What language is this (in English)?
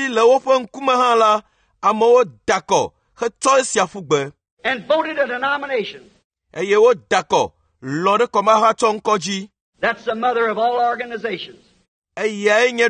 Ewe